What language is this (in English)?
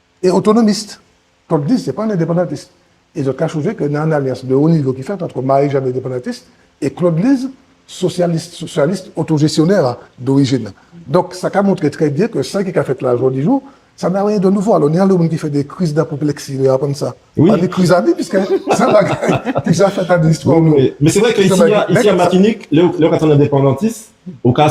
Guadeloupean Creole French